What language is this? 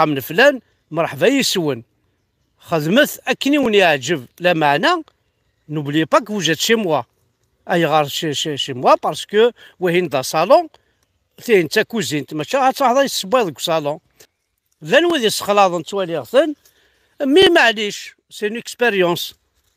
Kabyle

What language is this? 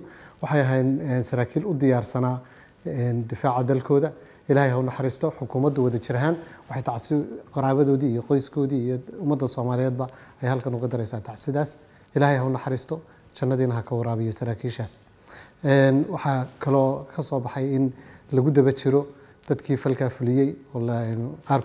Somali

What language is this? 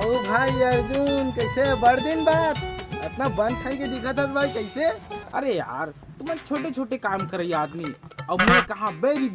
Chhattisgarhi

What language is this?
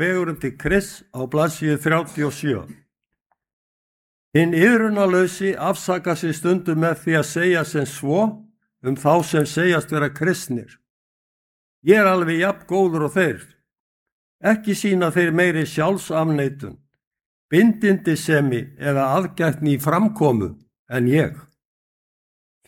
Icelandic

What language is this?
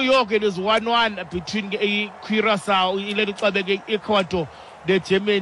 Xhosa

